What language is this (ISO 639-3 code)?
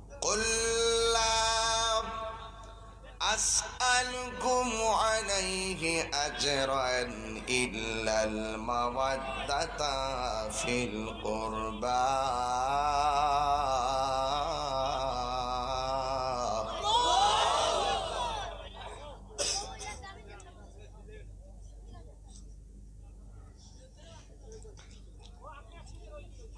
ben